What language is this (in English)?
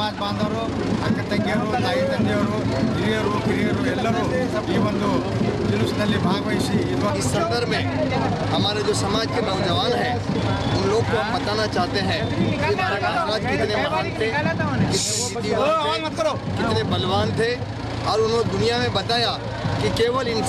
Kannada